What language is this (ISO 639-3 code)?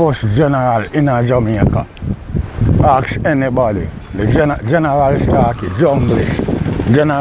jam